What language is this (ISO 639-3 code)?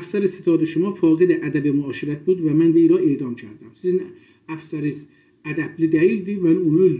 azb